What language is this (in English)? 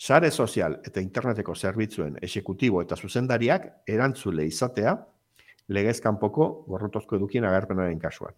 Basque